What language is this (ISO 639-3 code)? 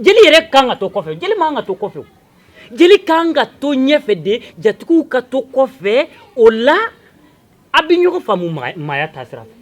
bam